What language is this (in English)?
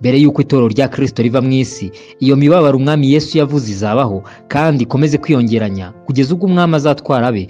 Kinyarwanda